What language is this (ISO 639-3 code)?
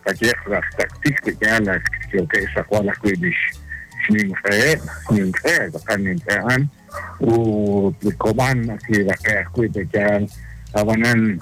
kek